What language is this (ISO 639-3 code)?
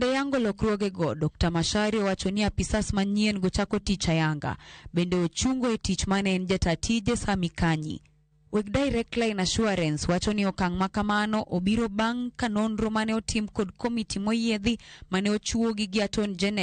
luo